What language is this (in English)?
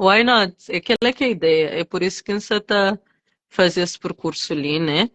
Kabuverdianu